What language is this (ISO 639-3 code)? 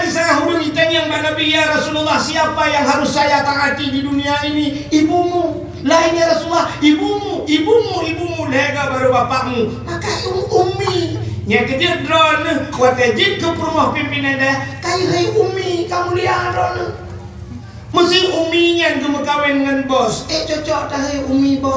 ace